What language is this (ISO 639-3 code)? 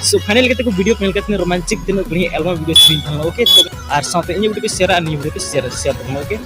sat